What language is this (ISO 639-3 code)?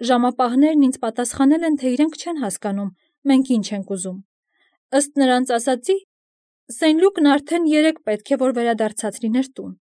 hye